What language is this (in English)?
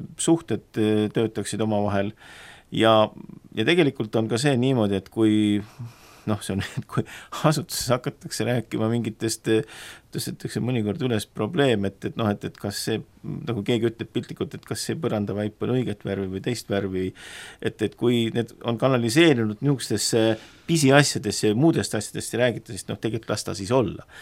Estonian